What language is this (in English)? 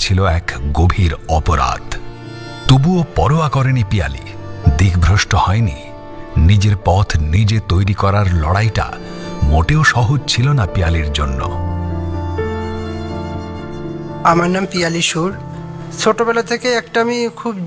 Bangla